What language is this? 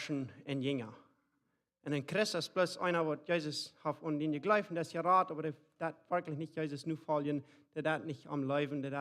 Plautdietsch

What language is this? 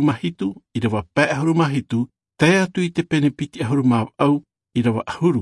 Tahitian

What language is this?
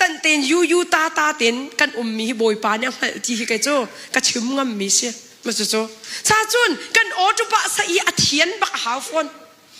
Hakha Chin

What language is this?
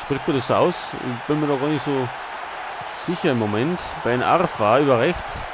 Bavarian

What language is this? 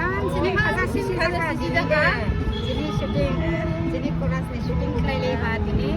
Dimasa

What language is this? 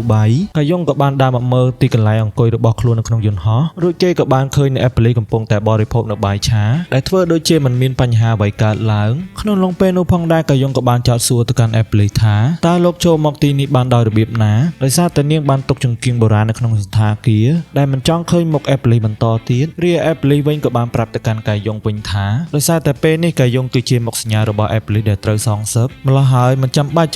Khmer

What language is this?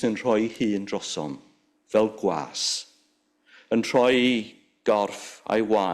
Welsh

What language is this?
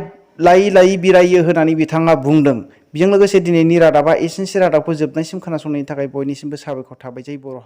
Bodo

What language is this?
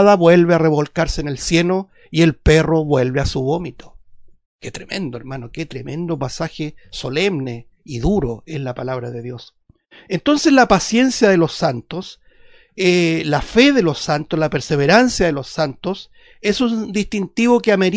Spanish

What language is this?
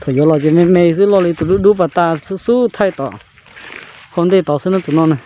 Hmong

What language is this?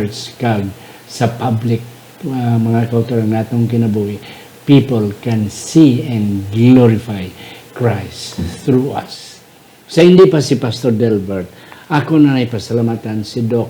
Hiligaynon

